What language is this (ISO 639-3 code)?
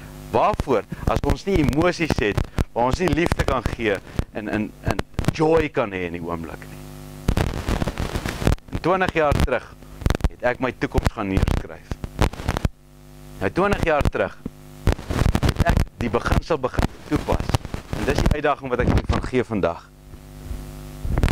afr